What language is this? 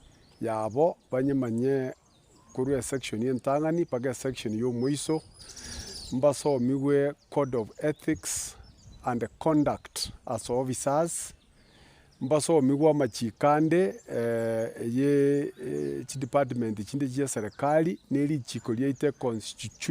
Gusii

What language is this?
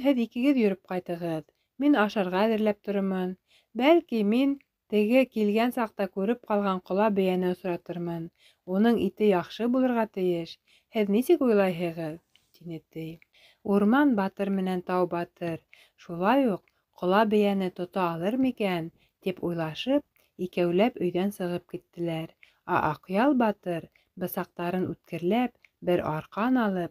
Bashkir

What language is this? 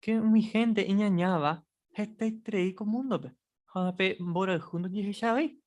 Guarani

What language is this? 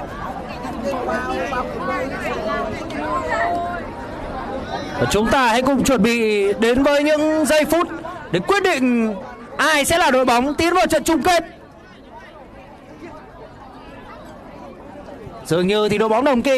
Vietnamese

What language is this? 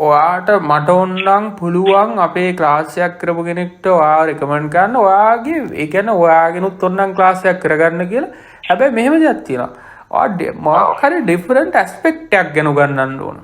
Sinhala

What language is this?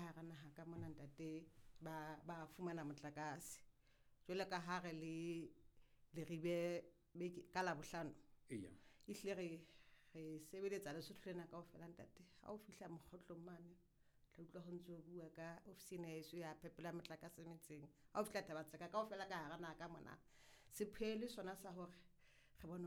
Southern Sotho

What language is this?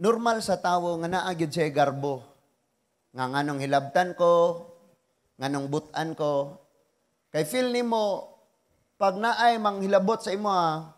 Cebuano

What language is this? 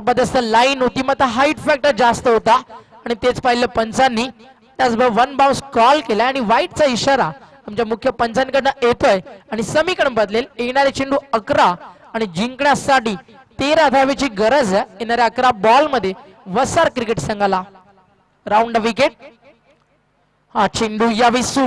Marathi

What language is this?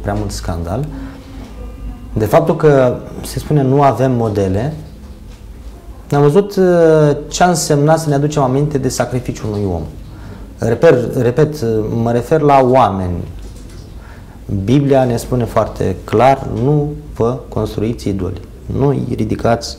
Romanian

